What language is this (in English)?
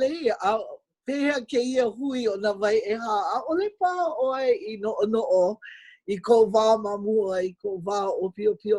Hawaiian